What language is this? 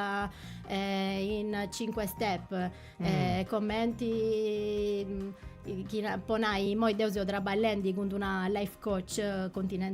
Sardinian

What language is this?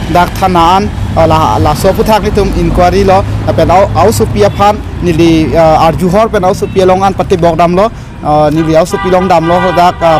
Karbi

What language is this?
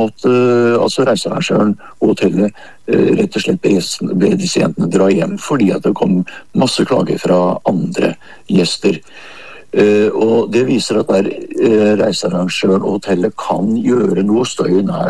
Norwegian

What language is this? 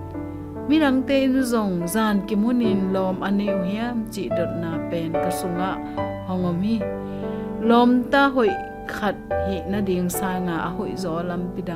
Tedim Chin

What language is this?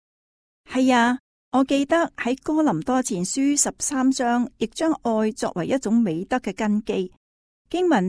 Cantonese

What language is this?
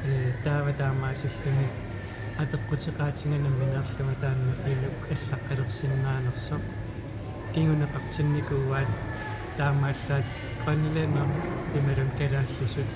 Kalaallisut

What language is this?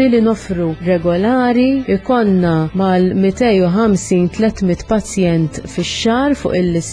Maltese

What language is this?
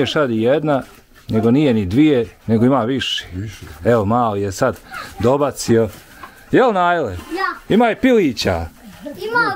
Bosnian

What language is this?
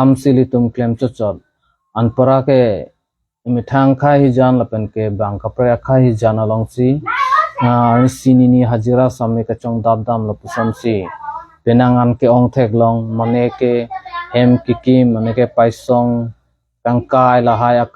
Karbi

